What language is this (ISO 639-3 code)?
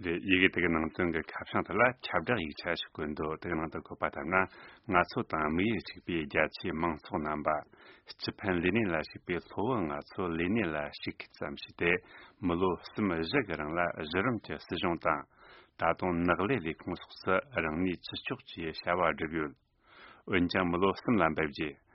bod